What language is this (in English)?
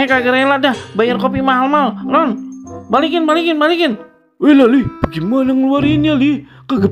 Betawi